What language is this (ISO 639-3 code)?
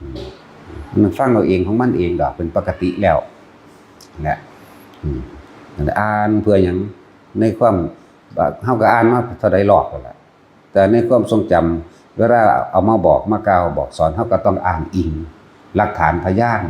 tts